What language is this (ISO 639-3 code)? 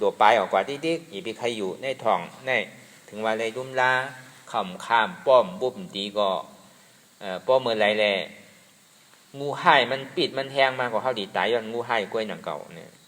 shn